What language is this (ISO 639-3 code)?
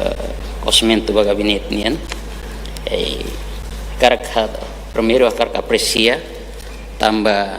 tet